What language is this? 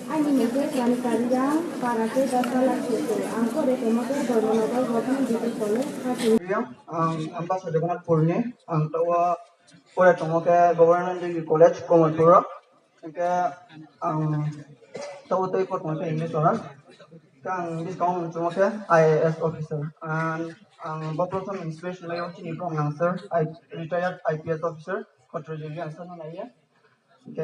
Riang (India)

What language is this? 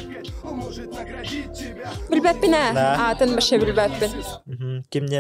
Yakut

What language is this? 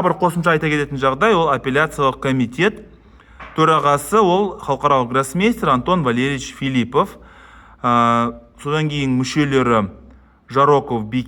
Kazakh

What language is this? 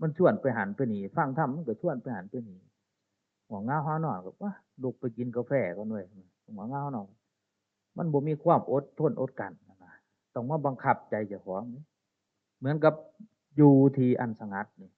Northeastern Thai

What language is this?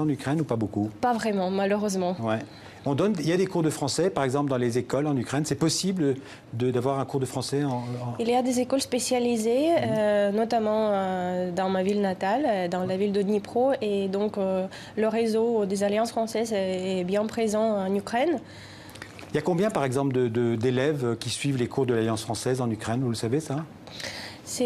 French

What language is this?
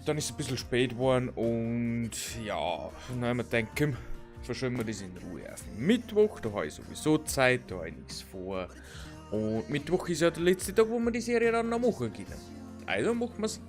Bavarian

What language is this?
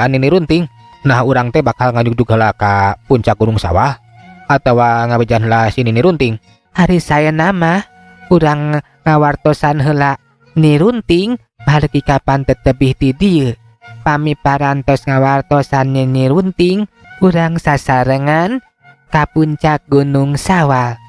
Sundanese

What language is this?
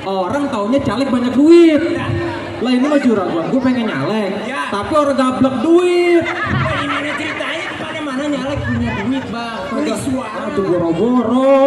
Betawi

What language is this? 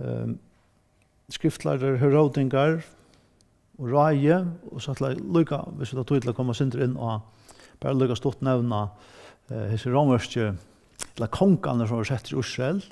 Faroese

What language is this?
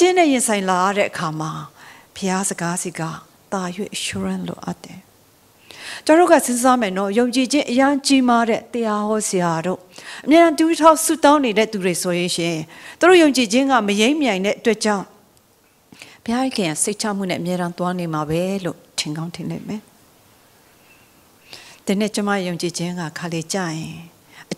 Burmese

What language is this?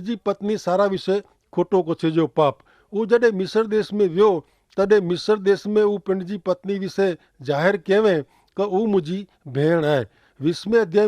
Kachhi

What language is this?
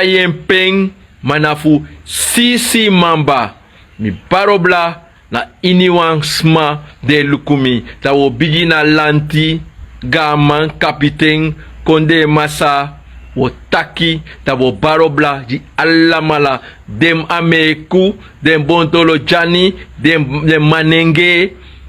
Sranan Tongo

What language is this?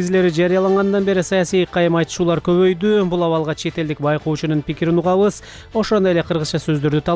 Kyrgyz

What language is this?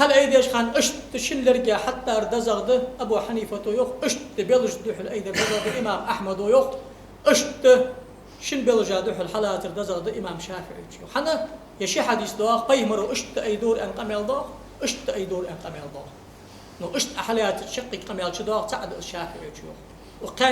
Ingush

